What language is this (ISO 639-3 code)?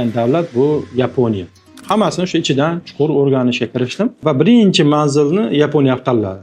uzb